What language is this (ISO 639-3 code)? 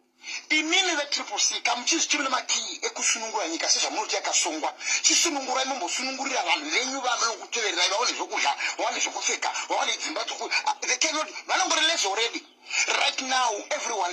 sna